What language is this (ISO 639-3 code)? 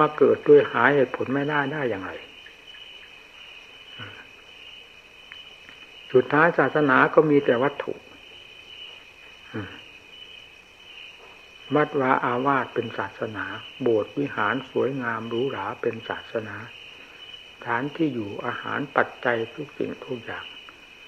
tha